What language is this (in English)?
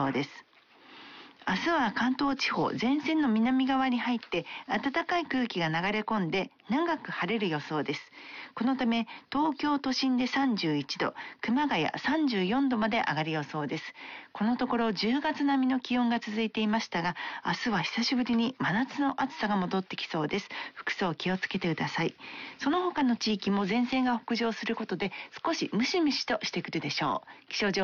Japanese